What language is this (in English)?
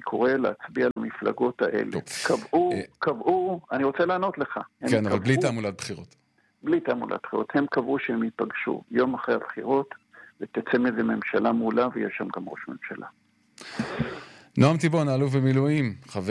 Hebrew